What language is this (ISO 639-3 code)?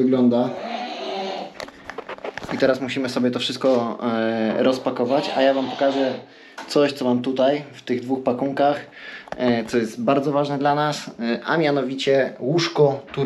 pol